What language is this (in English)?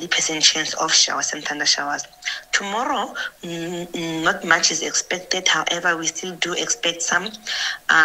Tsonga